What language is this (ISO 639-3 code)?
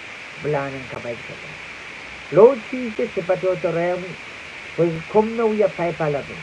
pon